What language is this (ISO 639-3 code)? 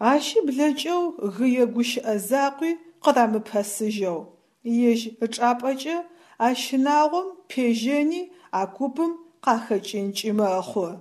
ady